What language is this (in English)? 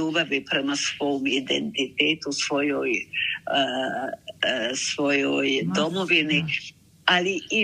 Bosnian